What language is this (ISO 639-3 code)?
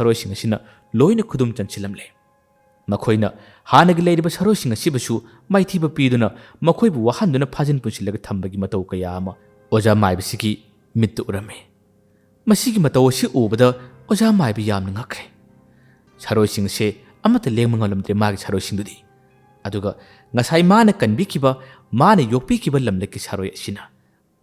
mni